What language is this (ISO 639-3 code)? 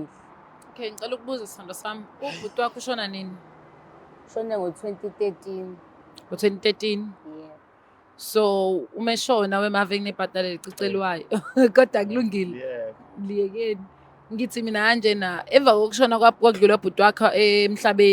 zul